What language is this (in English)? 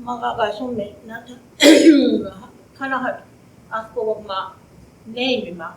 Choctaw